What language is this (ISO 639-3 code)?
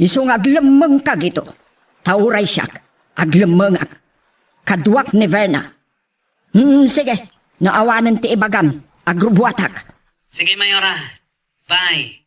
ilo